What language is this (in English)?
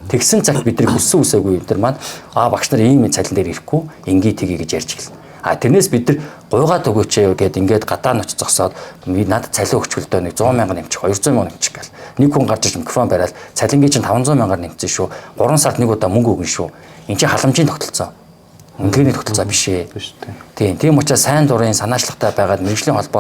Mongolian